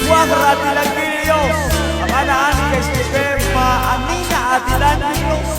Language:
Kekchí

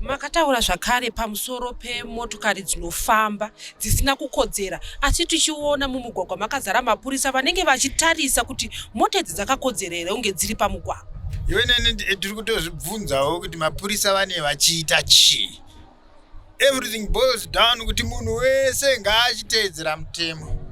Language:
Shona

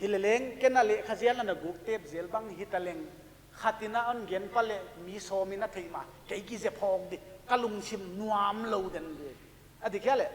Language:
Paite Chin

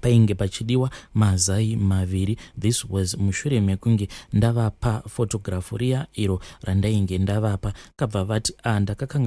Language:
Shona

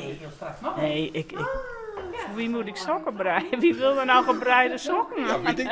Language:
Western Frisian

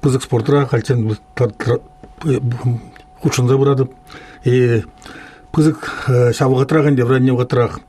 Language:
Chuvash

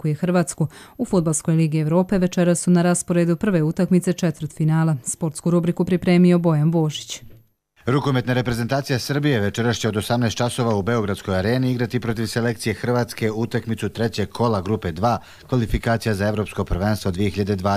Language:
Croatian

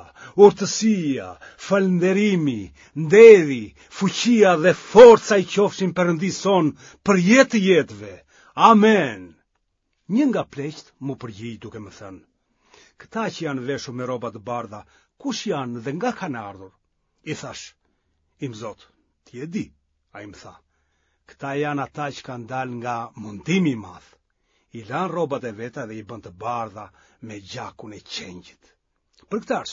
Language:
Albanian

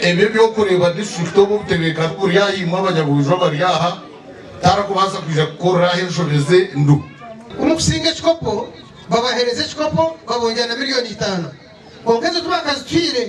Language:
Nyankole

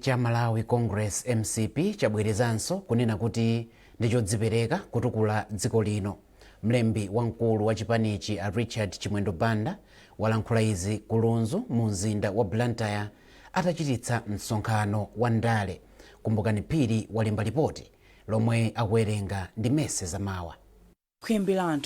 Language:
Nyanja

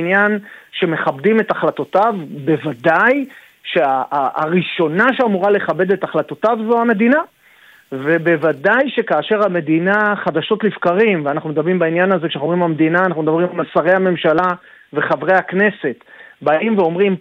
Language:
Hebrew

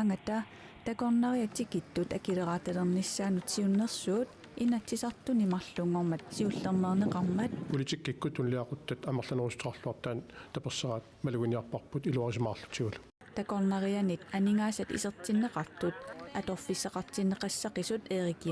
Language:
Kalaallisut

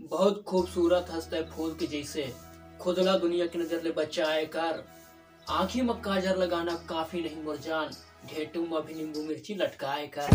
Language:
Chhattisgarhi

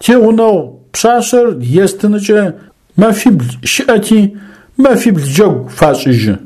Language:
Adyghe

